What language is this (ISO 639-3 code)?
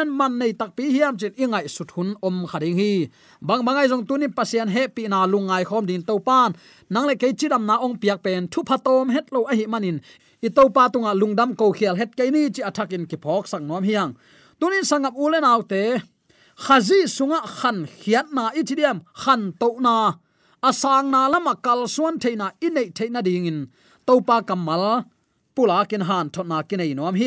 ctd